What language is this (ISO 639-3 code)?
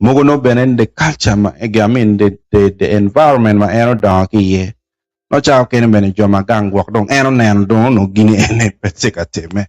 ach